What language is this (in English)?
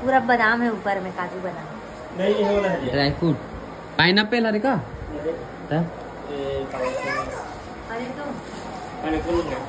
Chhattisgarhi